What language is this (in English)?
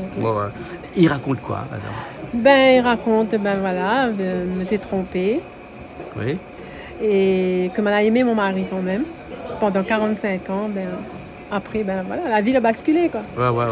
Réunion Creole French